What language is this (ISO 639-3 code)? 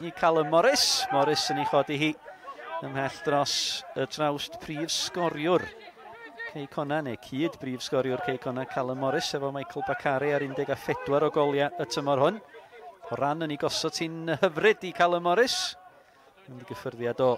cym